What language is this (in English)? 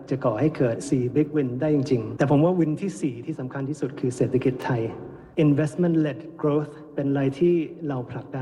Thai